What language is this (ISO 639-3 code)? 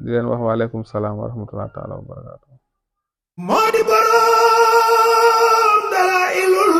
wol